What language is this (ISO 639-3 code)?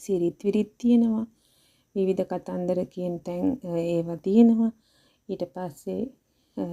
sin